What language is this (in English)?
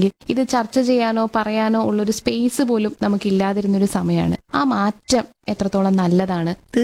Malayalam